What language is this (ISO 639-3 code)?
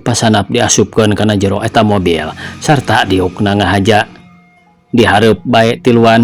sun